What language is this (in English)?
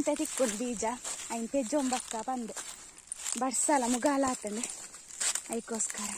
Tulu